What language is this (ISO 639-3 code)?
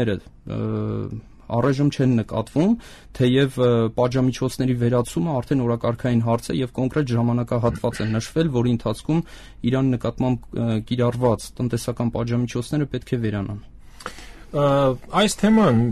hye